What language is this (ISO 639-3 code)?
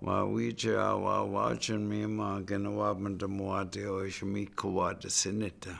ciw